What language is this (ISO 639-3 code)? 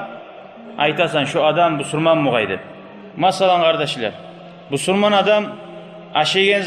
kum